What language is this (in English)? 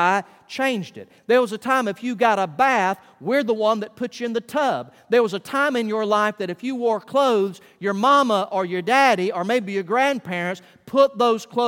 English